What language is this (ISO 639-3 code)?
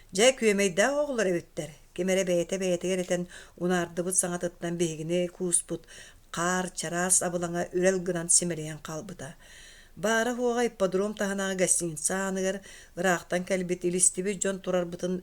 sah